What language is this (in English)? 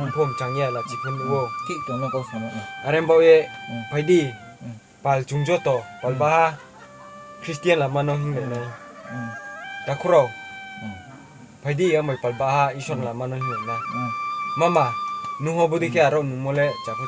Riang (India)